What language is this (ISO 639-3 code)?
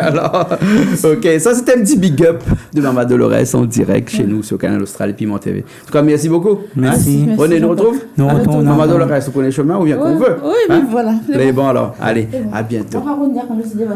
rcf